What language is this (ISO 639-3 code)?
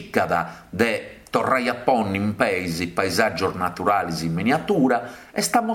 srd